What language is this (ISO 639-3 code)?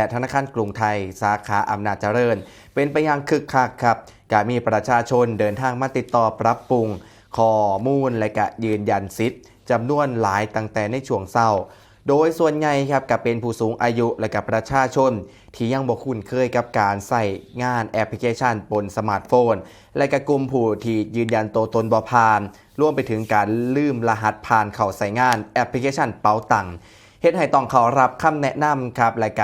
tts